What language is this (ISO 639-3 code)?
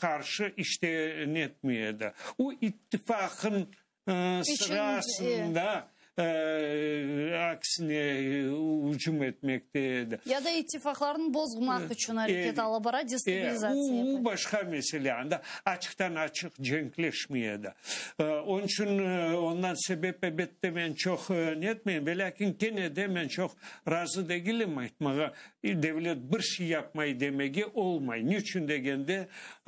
crh